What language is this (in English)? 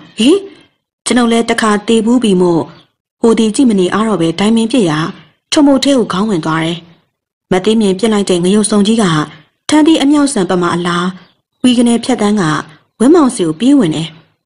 Burmese